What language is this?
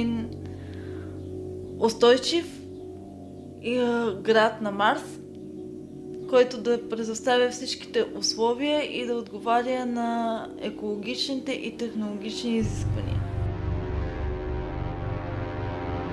Bulgarian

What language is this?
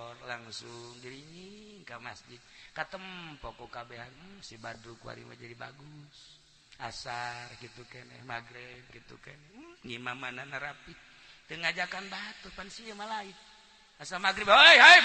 Sundanese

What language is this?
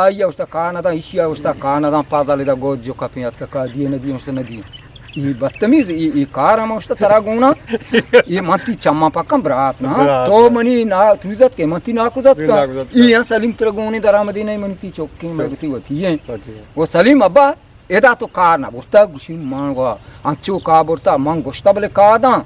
Eastern Balochi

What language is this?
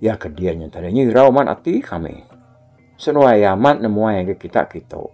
Iban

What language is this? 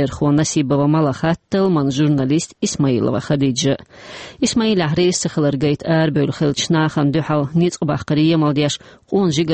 Chechen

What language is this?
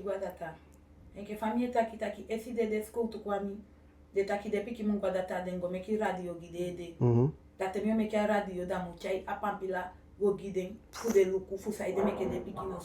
Eastern Maroon Creole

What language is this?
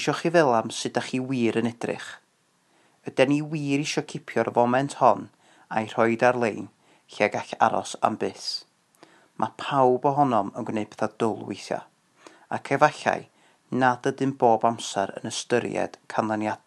Welsh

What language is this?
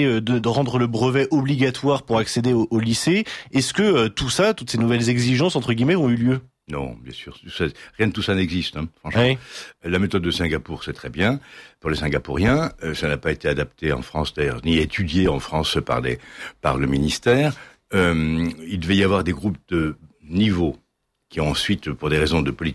French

